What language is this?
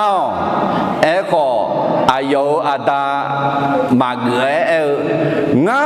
Akha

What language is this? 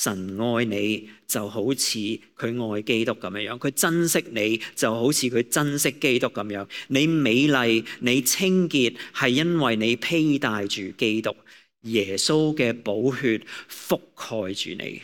Cantonese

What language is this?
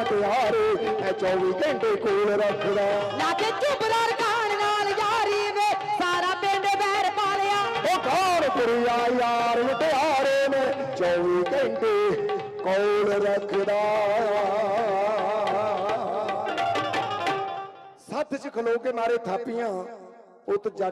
Punjabi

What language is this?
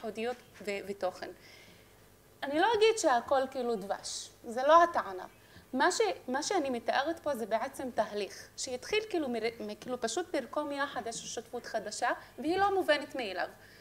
Hebrew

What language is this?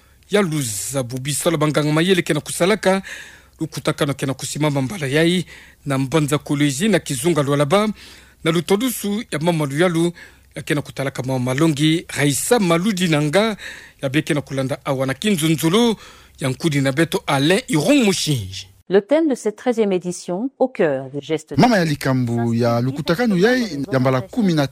Kituba (Democratic Republic of Congo)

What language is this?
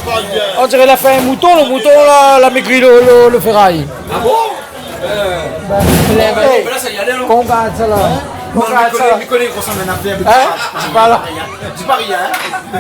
Réunion Creole French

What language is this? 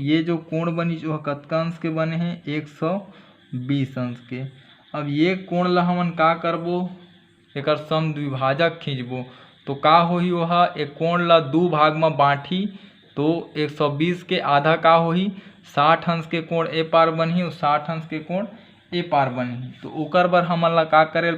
Chhattisgarhi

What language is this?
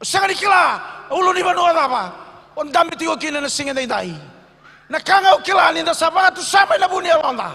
Fijian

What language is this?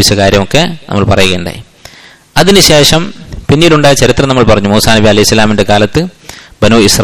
Malayalam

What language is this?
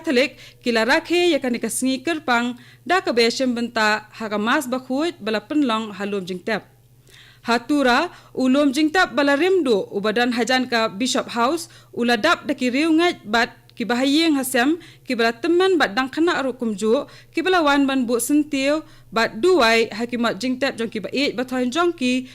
Khasi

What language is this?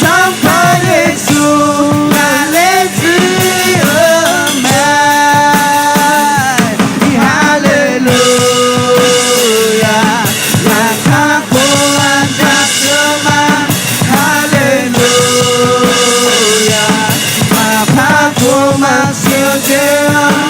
Akha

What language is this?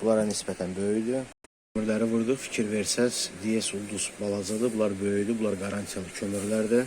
Azerbaijani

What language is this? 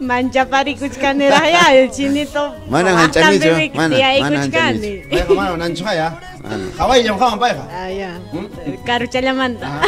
Ayacucho Quechua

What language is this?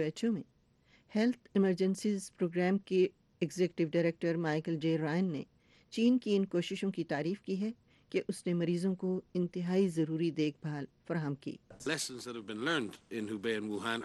Urdu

